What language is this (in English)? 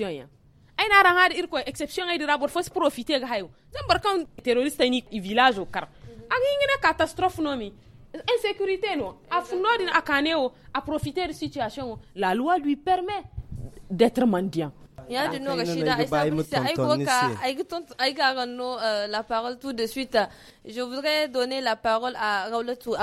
Hausa